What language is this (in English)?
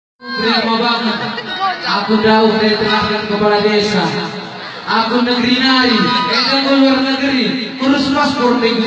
Batak Karo